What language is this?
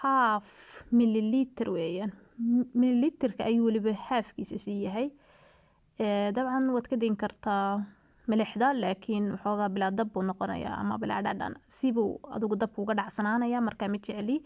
Somali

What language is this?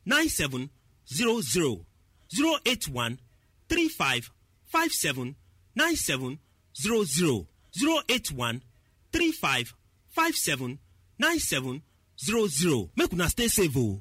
Nigerian Pidgin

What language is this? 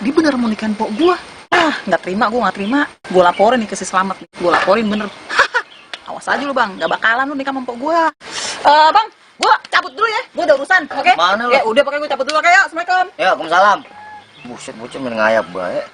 Betawi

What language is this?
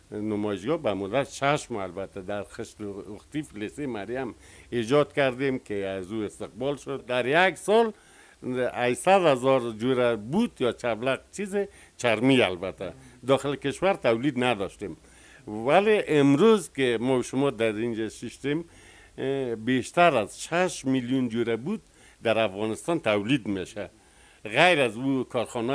Persian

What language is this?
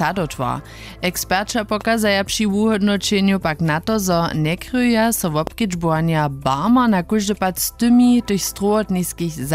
Upper Sorbian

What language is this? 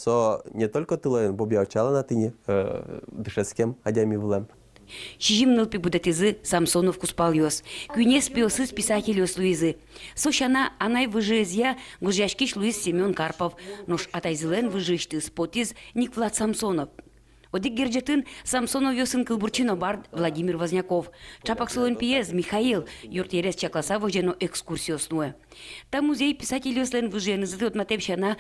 Udmurt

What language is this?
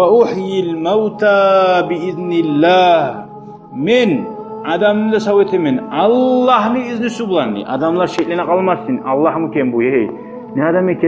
Kumyk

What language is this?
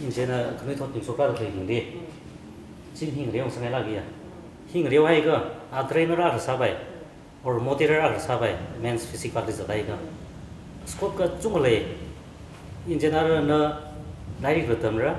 Tangkhul Naga (India)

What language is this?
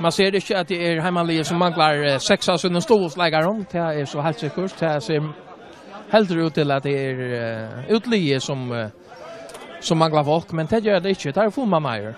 Faroese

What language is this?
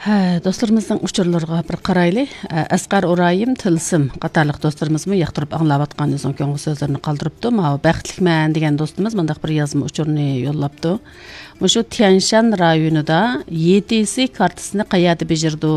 Uyghur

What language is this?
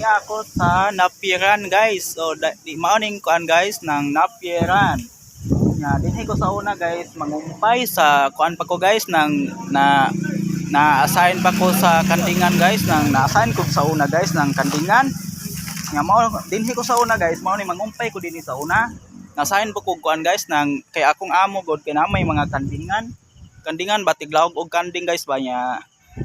Cebuano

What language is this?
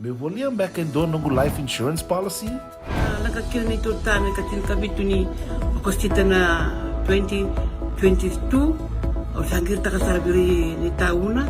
Fijian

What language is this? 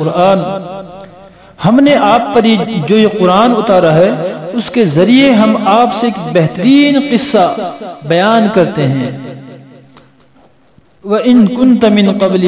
Urdu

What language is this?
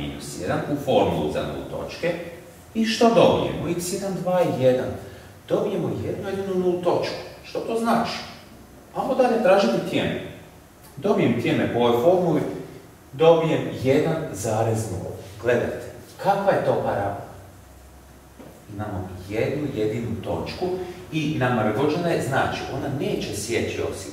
Croatian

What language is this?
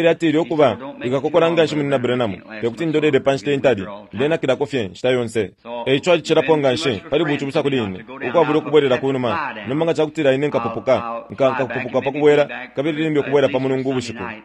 Bemba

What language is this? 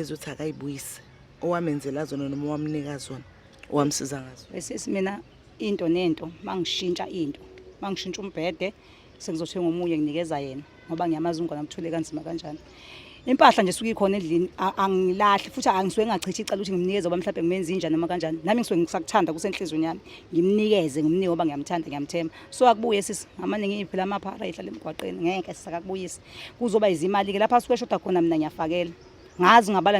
Zulu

